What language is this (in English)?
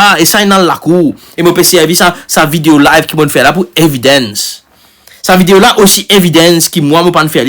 Morisyen